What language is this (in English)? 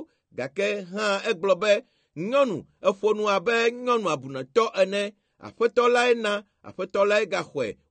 Ewe